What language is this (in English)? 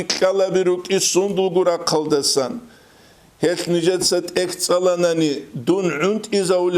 Avaric